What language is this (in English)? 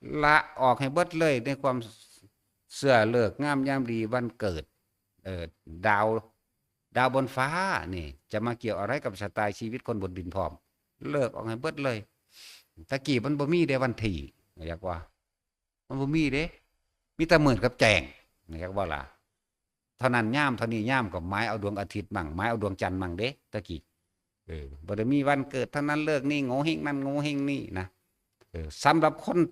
Northeastern Thai